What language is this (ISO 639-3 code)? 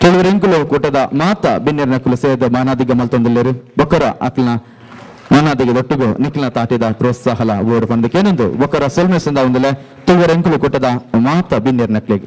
tcy